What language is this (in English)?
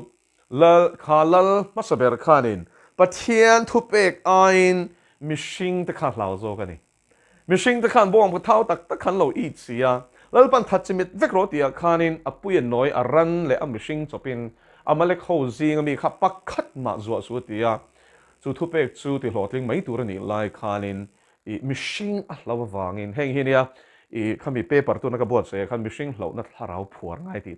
Mizo